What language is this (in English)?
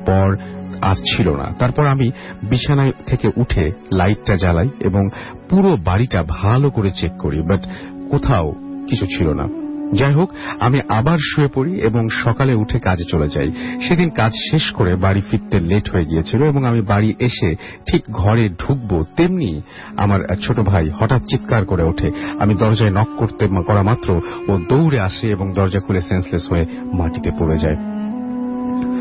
Bangla